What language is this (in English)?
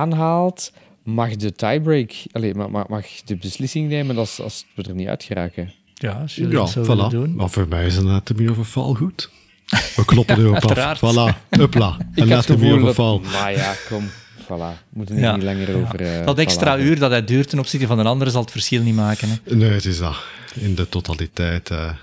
Dutch